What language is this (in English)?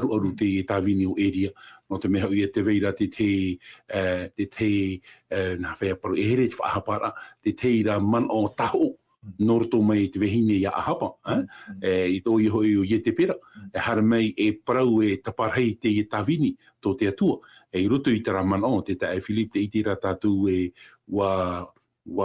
Tahitian